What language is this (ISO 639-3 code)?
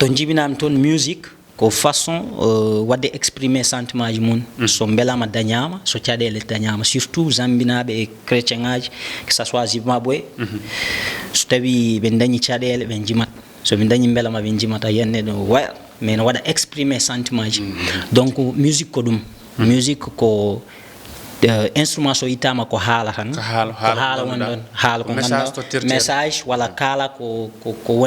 ful